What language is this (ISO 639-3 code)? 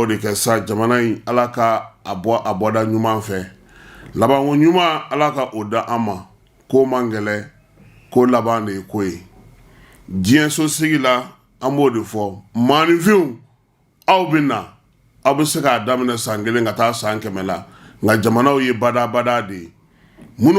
bam